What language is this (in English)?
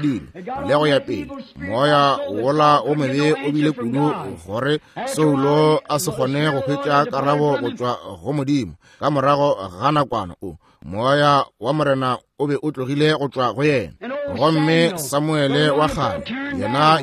Northern Sotho